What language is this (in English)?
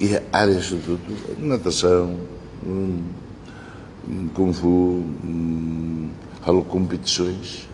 Tetum